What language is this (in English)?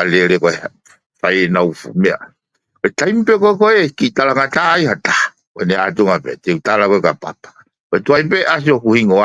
Tongan